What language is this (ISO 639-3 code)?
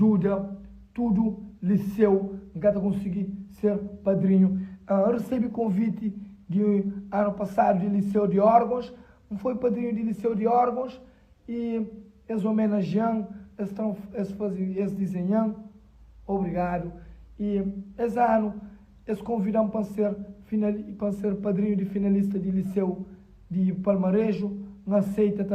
kea